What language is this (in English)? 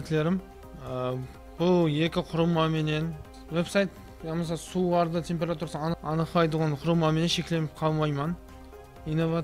Kara-Kalpak